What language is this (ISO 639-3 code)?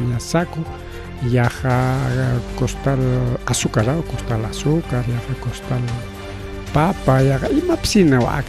quy